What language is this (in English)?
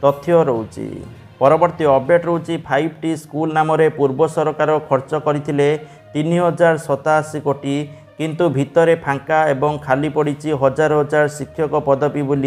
Odia